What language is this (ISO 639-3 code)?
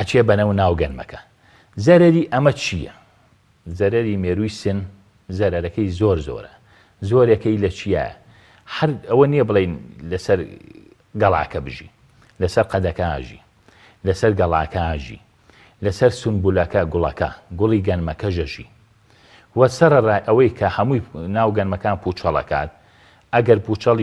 ckb